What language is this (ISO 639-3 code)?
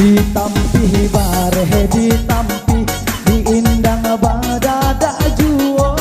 min